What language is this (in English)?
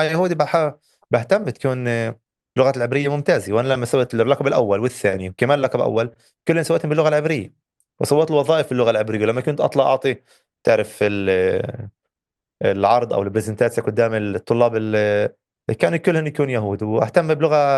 North Levantine Arabic